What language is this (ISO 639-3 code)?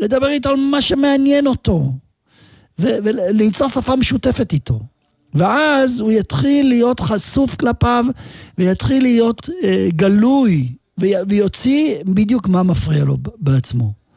heb